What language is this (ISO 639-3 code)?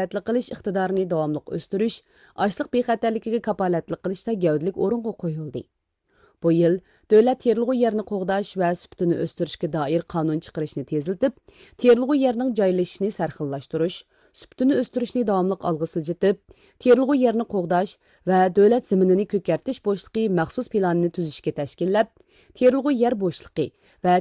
uig